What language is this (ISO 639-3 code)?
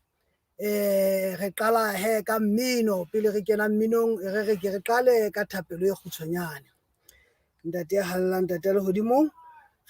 sot